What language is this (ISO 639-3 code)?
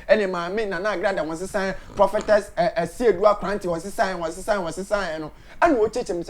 aka